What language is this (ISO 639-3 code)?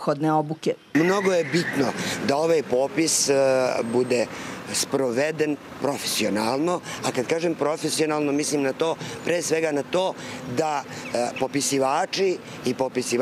srp